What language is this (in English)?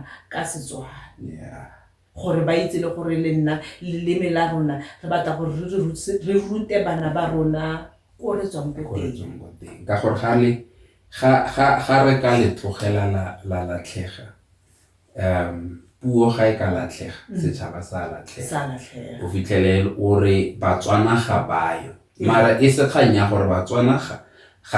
Tswana